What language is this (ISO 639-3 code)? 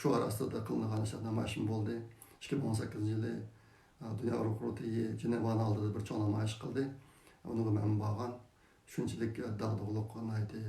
uig